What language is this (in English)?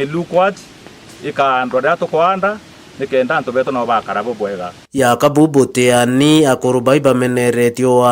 Meru